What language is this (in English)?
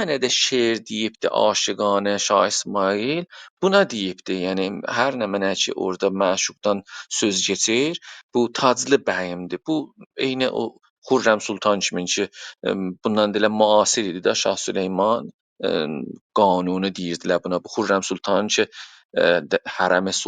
South Azerbaijani